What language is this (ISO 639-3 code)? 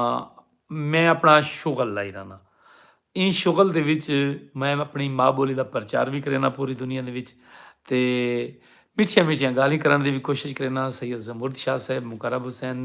skr